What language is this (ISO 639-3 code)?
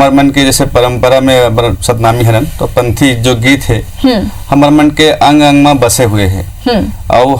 hne